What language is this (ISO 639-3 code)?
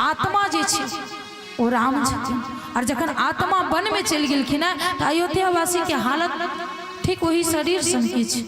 mai